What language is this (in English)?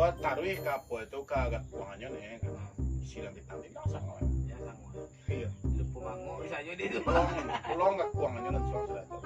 Minangkabau